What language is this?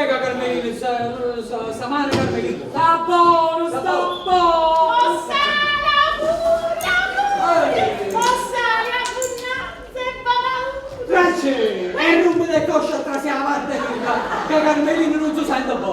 Neapolitan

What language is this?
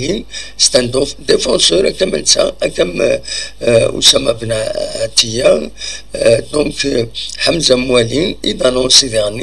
Kabyle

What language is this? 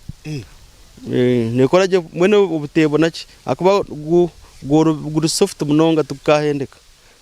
Nyankole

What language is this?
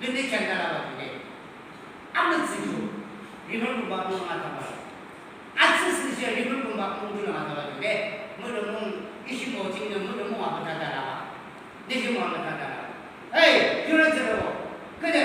Yimchungru Naga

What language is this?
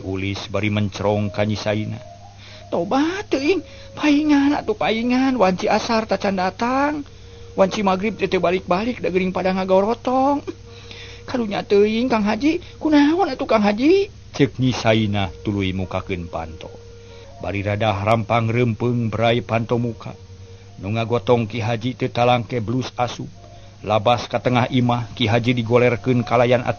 Sundanese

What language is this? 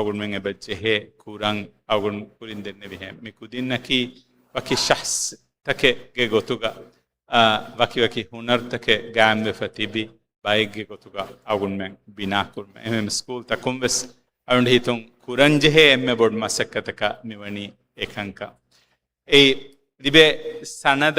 Divehi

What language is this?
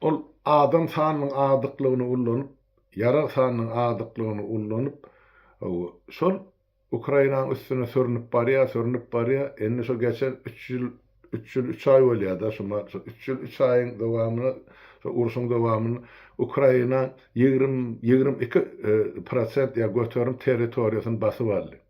Turkmen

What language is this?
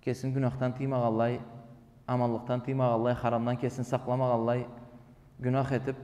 Karachay-Balkar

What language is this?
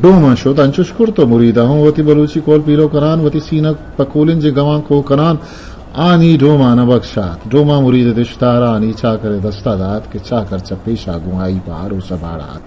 Eastern Balochi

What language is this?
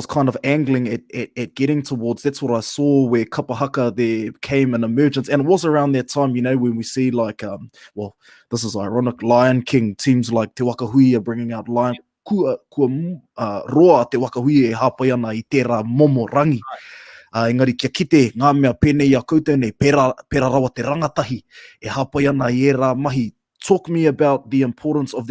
Māori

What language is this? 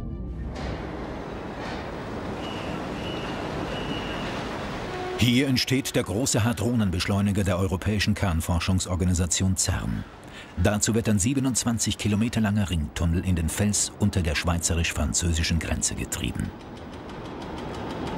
German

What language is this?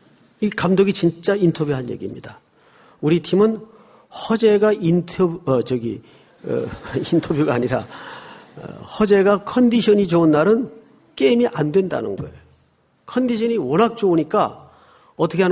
Korean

